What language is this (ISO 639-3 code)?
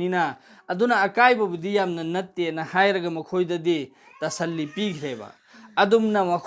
mni